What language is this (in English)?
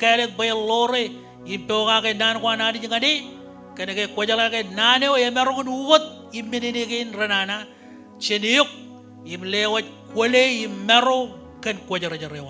Marshallese